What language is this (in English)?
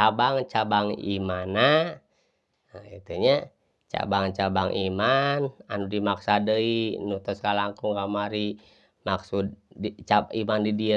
Sundanese